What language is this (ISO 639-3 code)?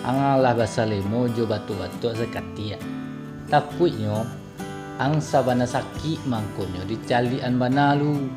min